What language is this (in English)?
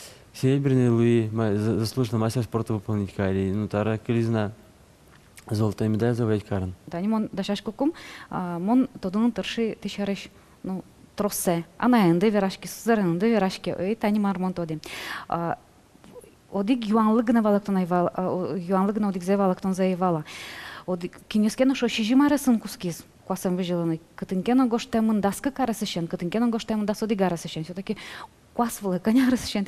Udmurt